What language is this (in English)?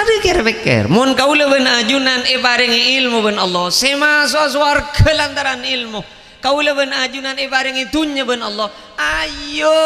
Madurese